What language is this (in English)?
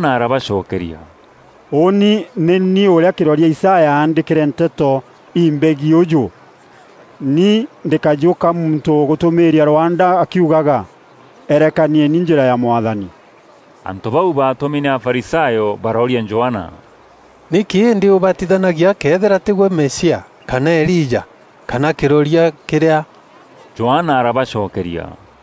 Meru